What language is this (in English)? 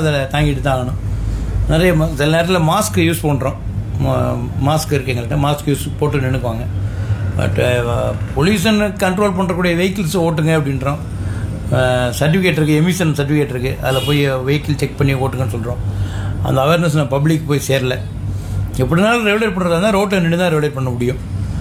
Tamil